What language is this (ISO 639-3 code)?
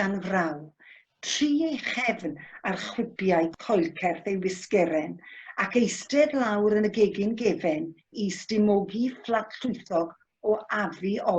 cym